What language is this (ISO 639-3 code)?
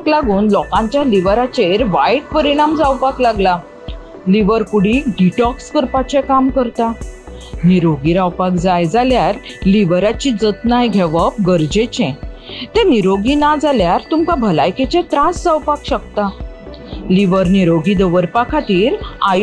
kok